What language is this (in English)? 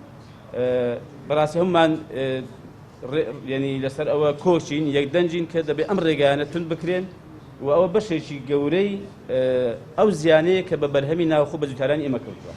Central Kurdish